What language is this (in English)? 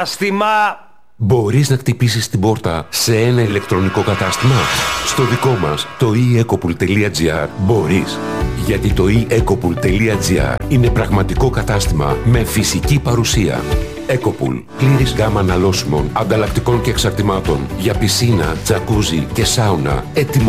Greek